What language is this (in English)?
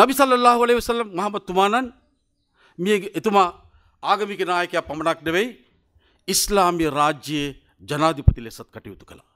Sinhala